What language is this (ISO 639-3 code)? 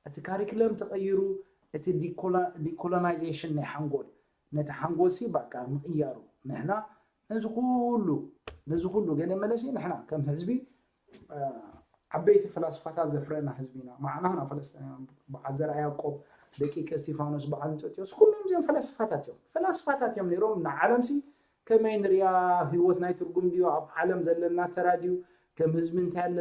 tir